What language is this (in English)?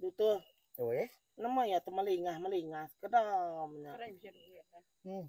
Iban